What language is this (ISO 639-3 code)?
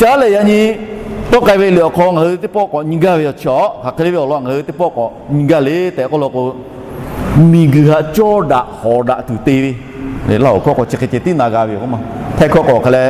lhu